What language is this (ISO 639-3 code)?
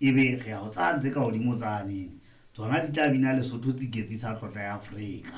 sot